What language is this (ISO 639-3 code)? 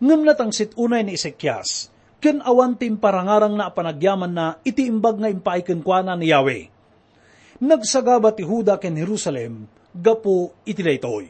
ilo